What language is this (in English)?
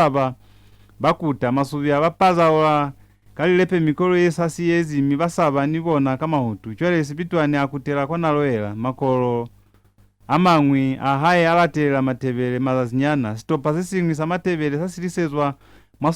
Lozi